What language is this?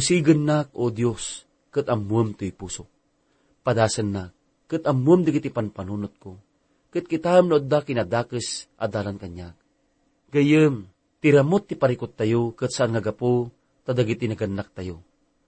Iloko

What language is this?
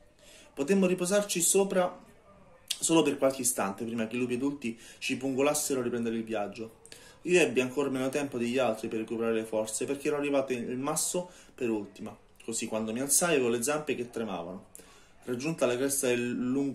Italian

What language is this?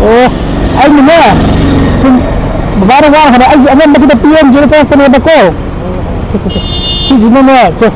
Manipuri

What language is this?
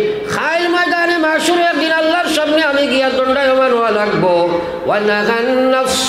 Sylheti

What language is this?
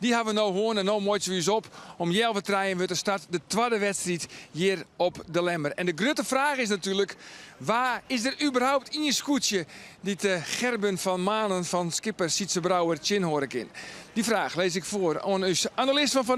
Western Frisian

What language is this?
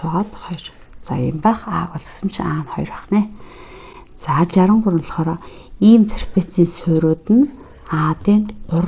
Mongolian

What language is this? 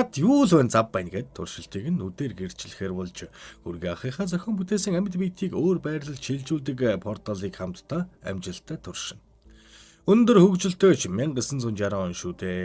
Mongolian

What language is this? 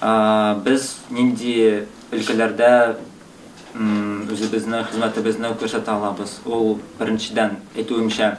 Tatar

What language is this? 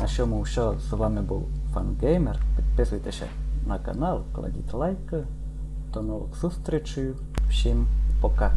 Rusyn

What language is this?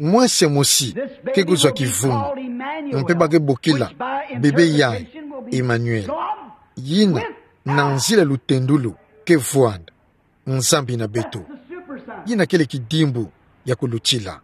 Kituba (Democratic Republic of Congo)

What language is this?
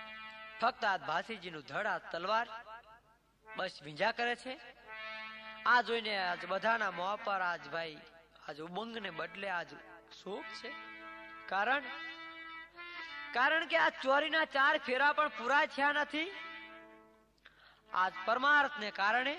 Gujarati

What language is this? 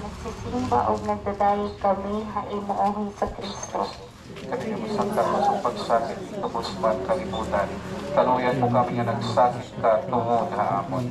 Waray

